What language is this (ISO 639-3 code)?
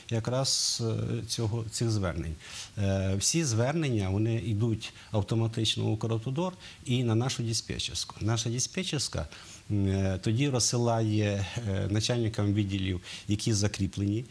ukr